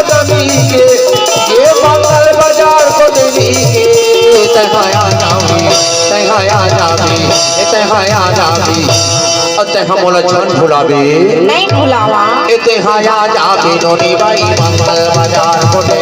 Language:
Chhattisgarhi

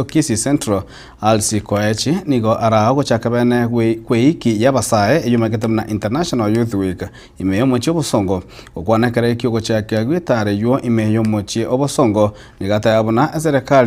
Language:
Gusii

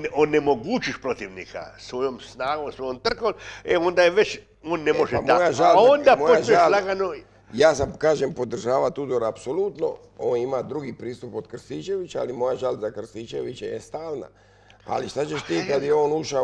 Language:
Croatian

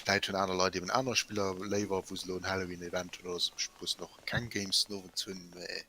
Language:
Luxembourgish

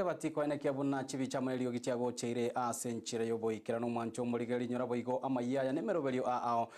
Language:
Gusii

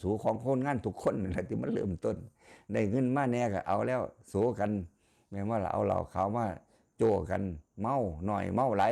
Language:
Northeastern Thai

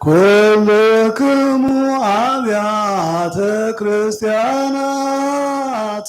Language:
Geez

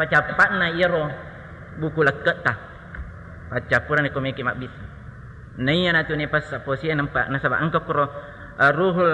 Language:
Buginese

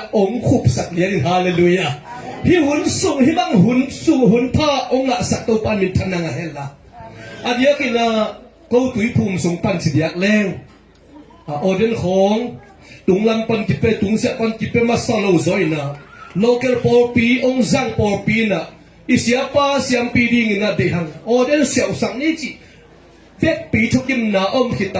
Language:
Tedim Chin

